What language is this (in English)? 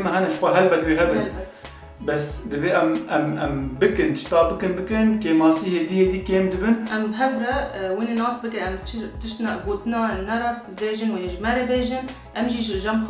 Kurdish